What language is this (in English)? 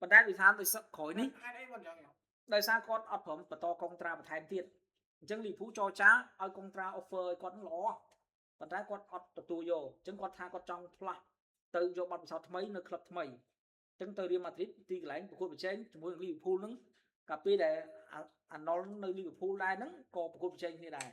Khmer